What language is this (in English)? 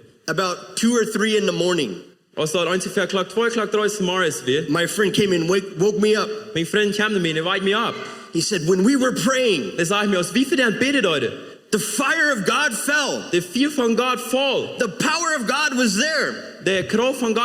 Plautdietsch